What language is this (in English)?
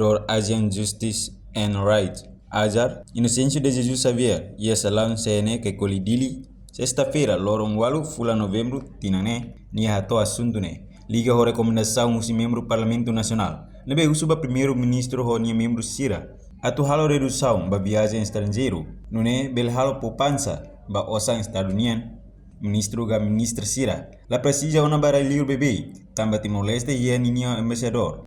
Tetum